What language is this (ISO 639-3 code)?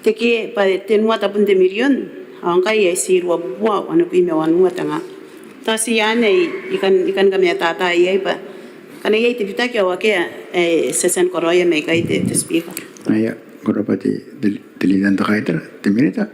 gil